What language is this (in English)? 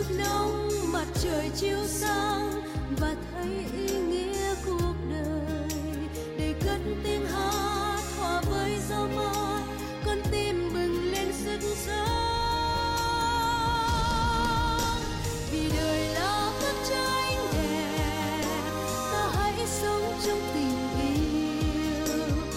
Vietnamese